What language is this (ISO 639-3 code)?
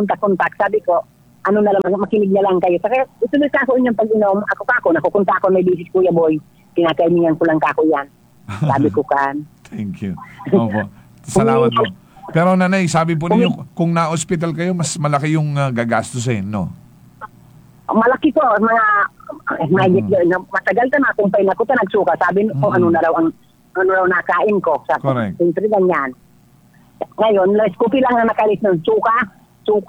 fil